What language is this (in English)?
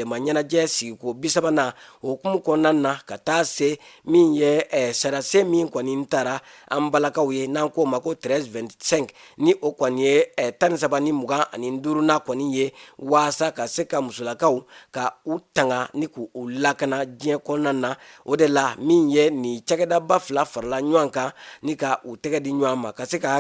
Bambara